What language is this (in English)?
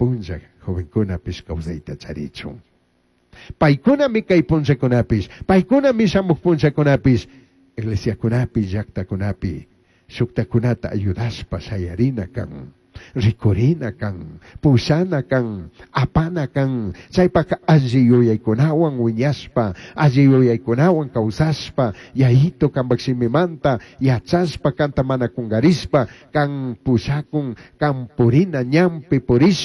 Chimborazo Highland Quichua